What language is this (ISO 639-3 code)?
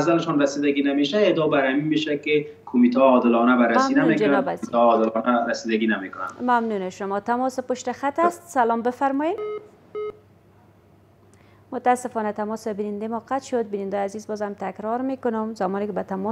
fas